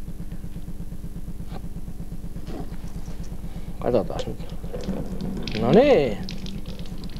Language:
Finnish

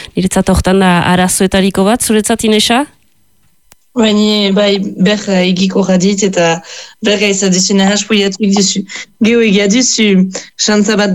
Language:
Basque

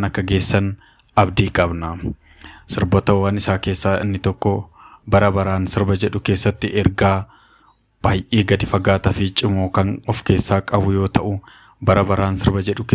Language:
Oromo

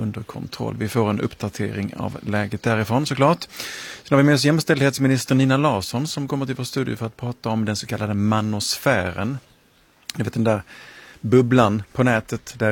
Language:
Swedish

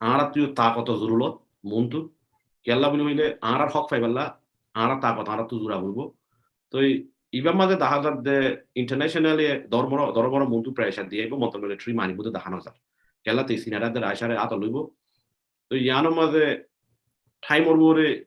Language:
Rohingya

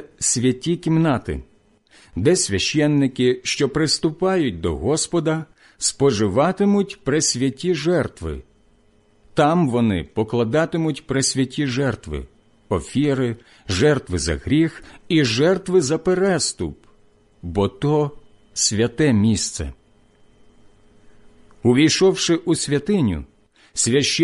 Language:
Ukrainian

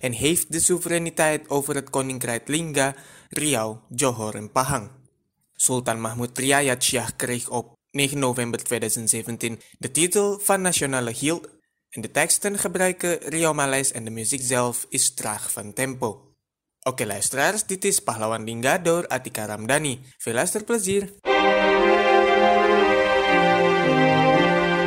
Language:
Dutch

